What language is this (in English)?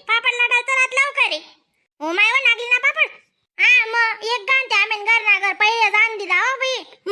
Khandesi